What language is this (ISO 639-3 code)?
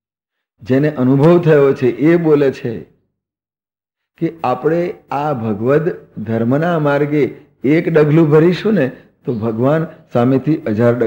guj